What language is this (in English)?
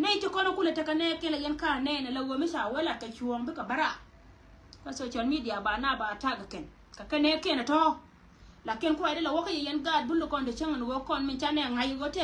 Nuer